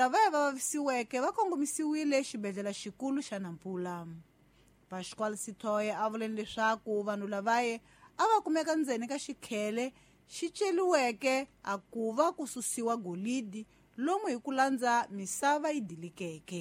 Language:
Tsonga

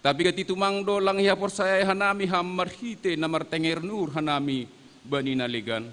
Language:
Batak Simalungun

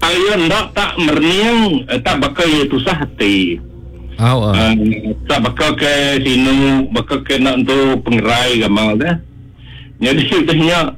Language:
Iban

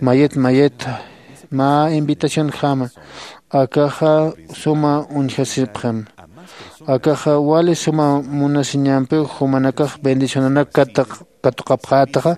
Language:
Aymara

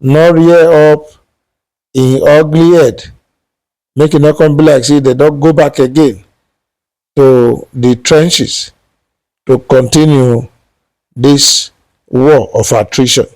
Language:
Nigerian Pidgin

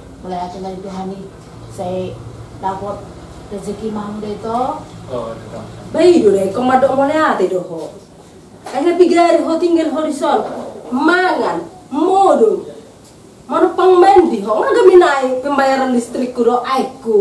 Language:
Batak Toba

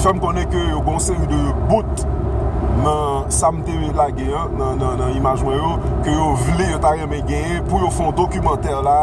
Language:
Haitian Creole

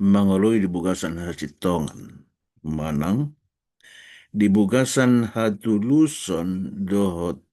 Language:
Batak Toba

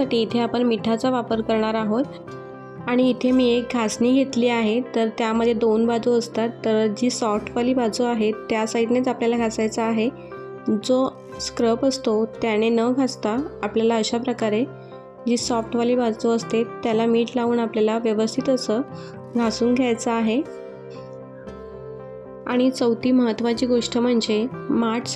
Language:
Marathi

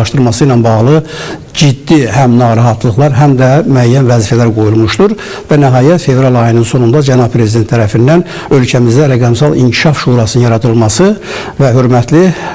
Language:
Azerbaijani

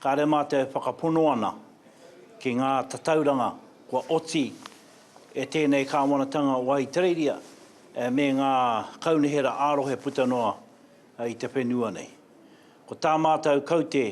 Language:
Māori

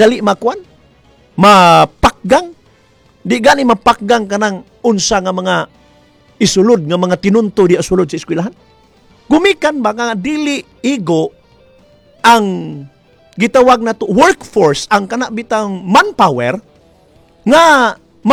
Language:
Cebuano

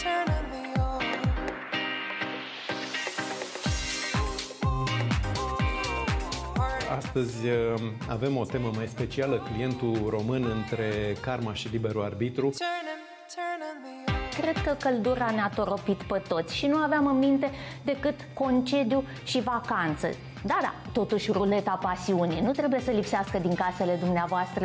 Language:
Romanian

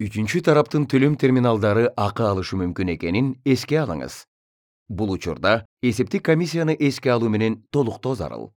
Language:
Kyrgyz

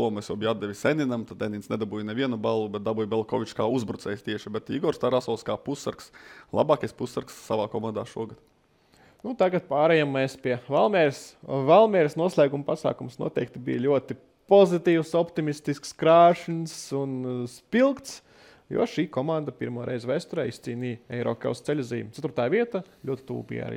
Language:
Latvian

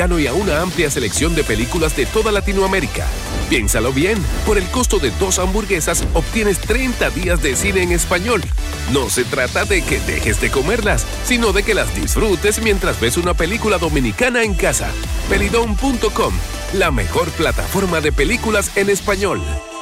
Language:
Spanish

